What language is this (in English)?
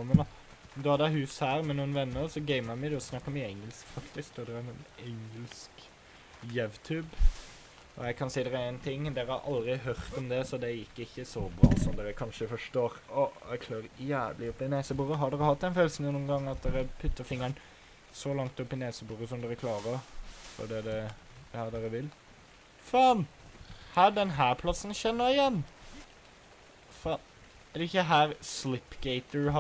Norwegian